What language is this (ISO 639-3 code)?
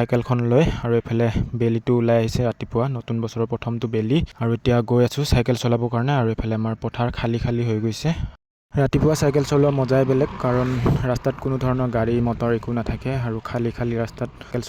asm